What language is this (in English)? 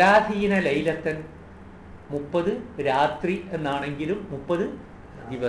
Malayalam